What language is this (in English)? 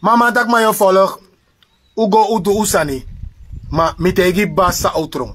Sranan Tongo